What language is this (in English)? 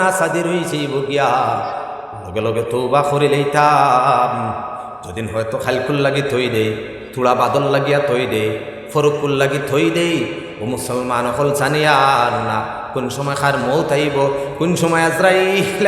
Sylheti